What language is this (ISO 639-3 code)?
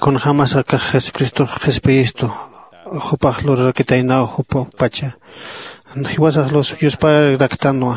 aym